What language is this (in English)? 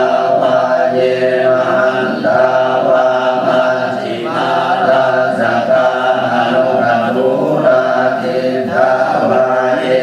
Pali